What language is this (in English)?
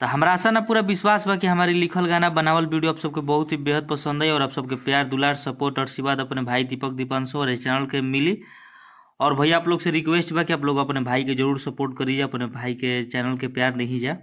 Bhojpuri